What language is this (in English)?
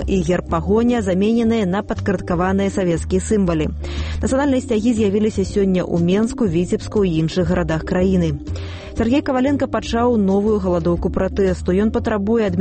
Belarusian